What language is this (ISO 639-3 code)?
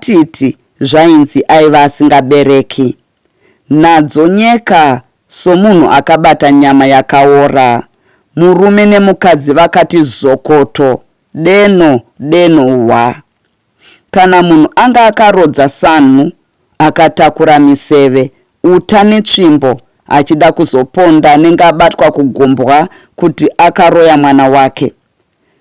sna